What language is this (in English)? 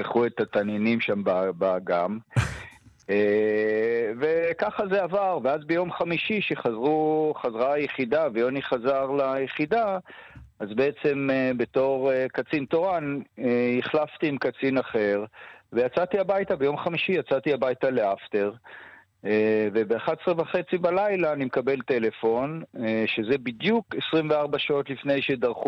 Hebrew